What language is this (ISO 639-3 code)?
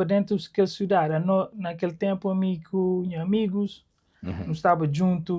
kea